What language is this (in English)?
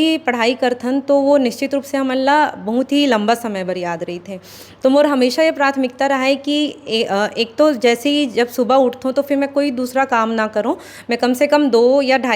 Chhattisgarhi